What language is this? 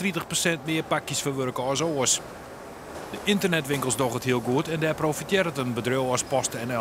Western Frisian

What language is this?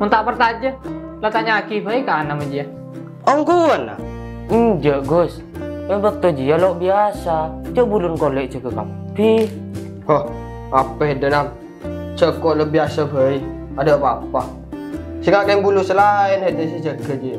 Madurese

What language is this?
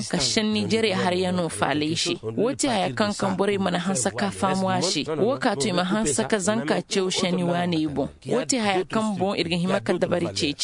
Zarma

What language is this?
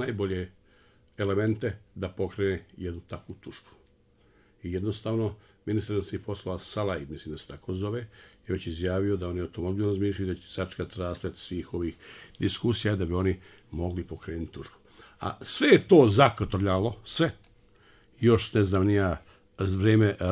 Bosnian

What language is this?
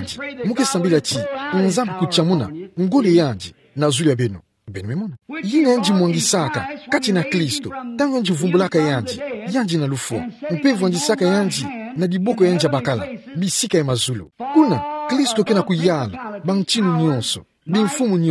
Kituba (Democratic Republic of Congo)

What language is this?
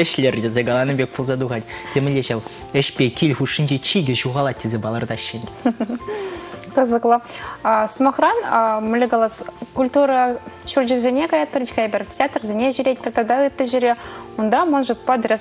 Chuvash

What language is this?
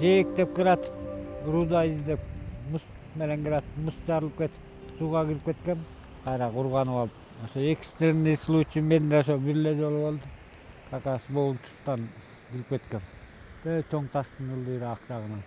Kyrgyz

